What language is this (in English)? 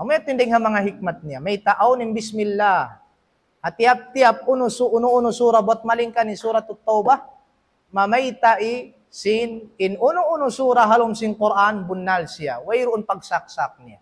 Tausug